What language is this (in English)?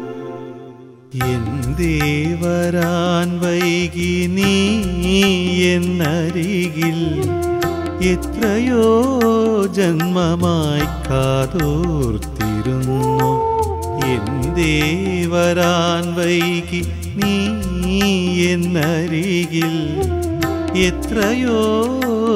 Malayalam